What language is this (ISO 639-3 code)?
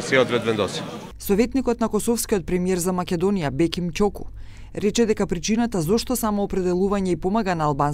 mkd